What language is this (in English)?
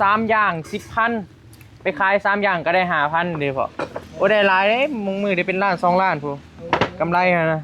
Northeastern Thai